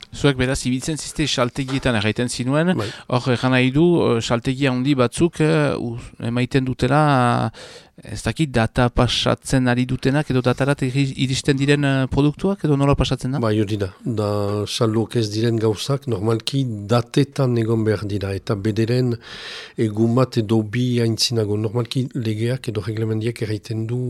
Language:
Basque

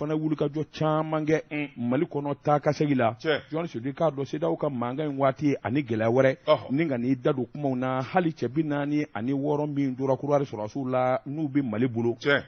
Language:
Bambara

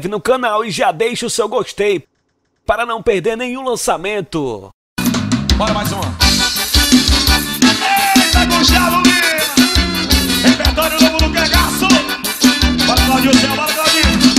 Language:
Portuguese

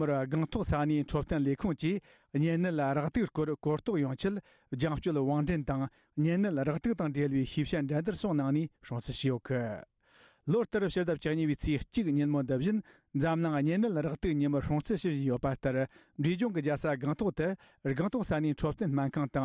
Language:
Tibetan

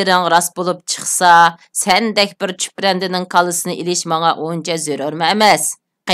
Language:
Uyghur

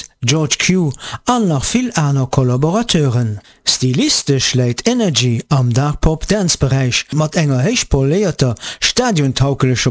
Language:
Luxembourgish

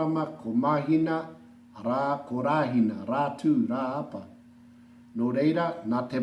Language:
Māori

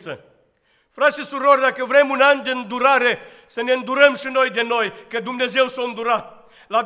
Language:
Romanian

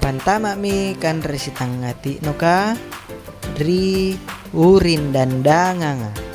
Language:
Makasar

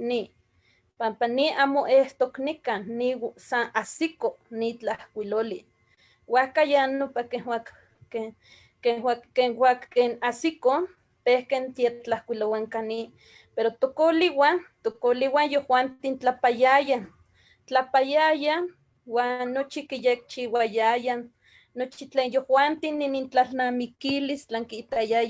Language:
Eastern Huasteca Nahuatl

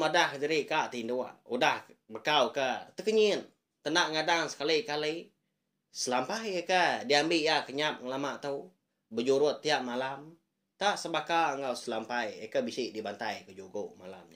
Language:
Iban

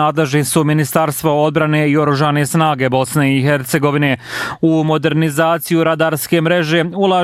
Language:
Bosnian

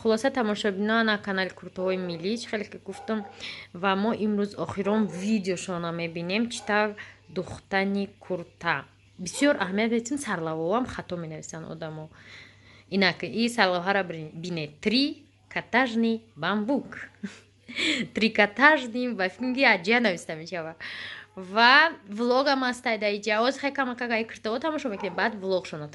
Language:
Tajik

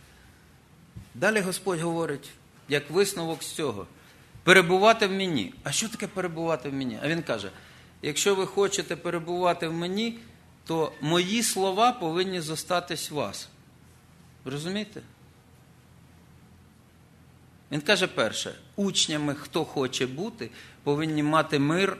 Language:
Ukrainian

